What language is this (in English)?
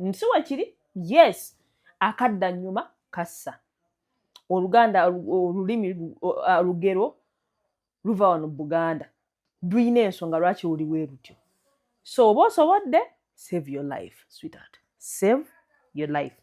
Ganda